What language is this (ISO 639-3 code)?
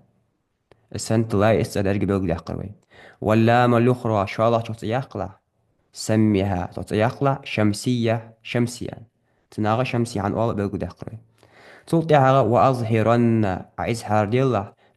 inh